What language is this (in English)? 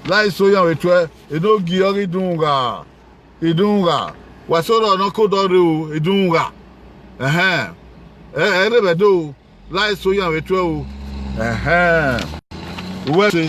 Bini